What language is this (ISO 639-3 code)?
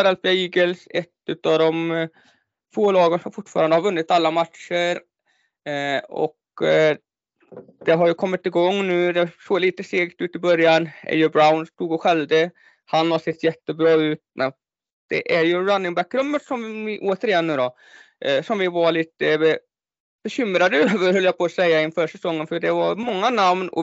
swe